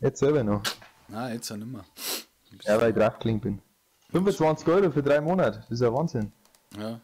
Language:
Bavarian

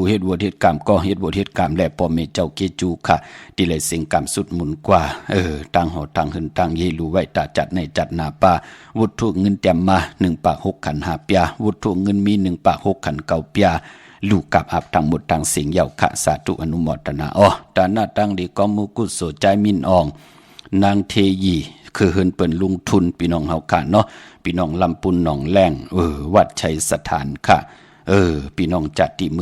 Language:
Shan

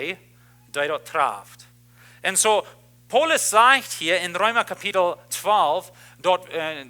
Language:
Plautdietsch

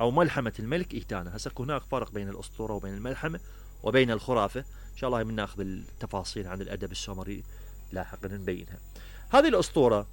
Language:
Mesopotamian Arabic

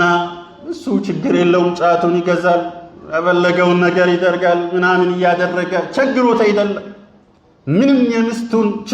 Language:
Amharic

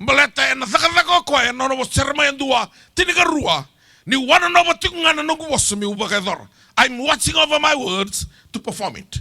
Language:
Fijian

